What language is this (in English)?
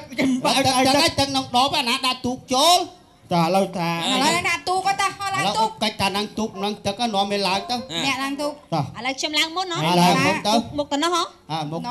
Khmer